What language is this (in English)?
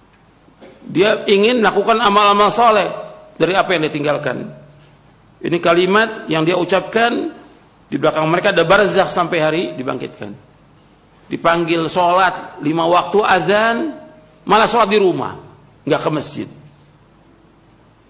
Indonesian